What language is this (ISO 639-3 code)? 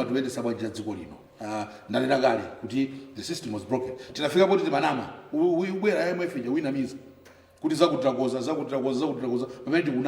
nya